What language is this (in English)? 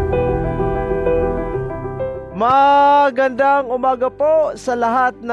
Filipino